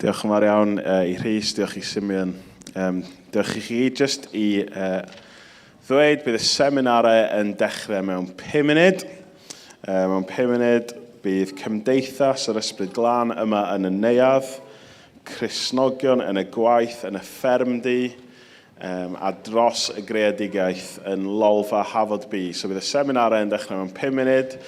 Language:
Welsh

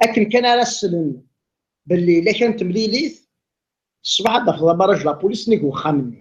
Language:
Kabyle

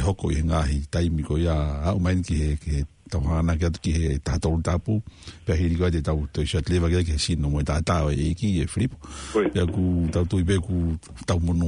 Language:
Tongan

